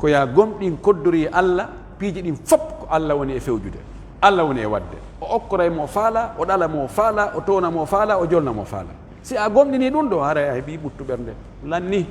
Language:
Pular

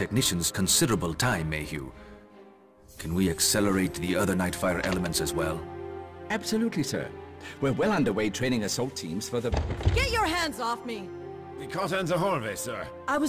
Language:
English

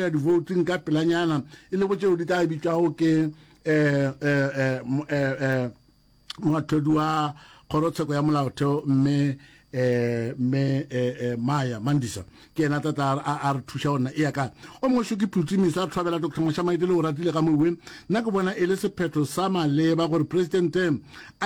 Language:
Northern Sotho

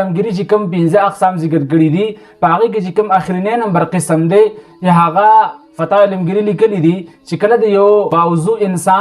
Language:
Pashto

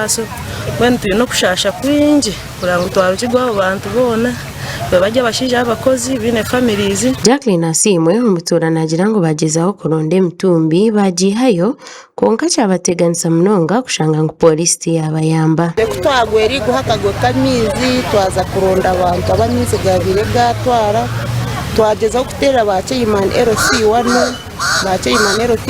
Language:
Nyankole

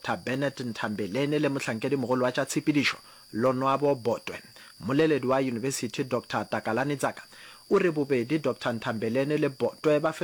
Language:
Northern Sotho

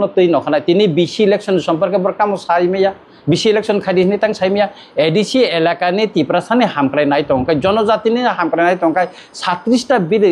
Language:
Kok Borok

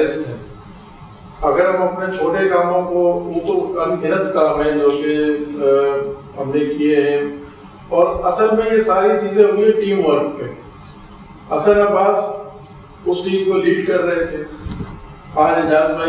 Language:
Urdu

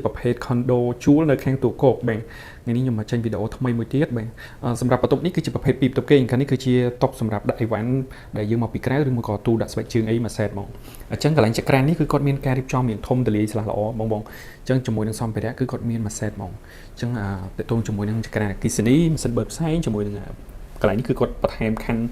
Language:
Khmer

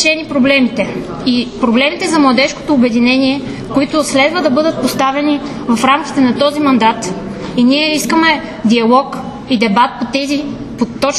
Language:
Bulgarian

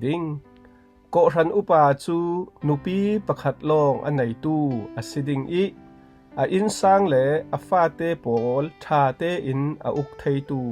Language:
Falam Chin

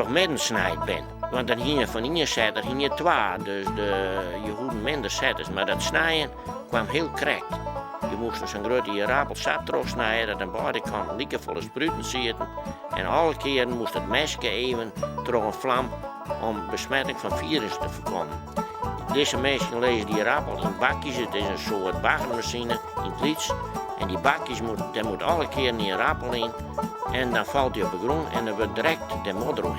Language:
Western Frisian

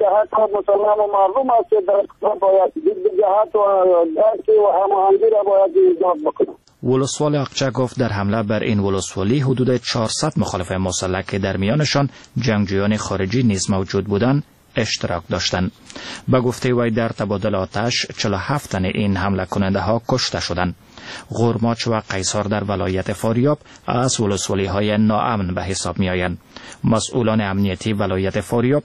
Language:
Persian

